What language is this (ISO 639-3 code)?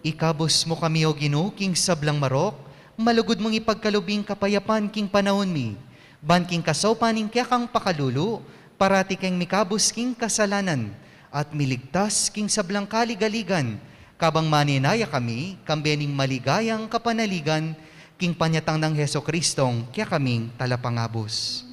pam